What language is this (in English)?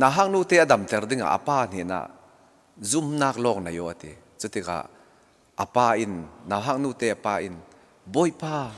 Falam Chin